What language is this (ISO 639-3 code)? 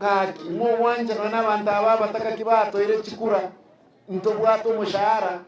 guz